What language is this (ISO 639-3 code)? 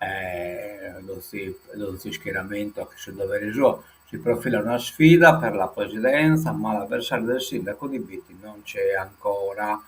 srd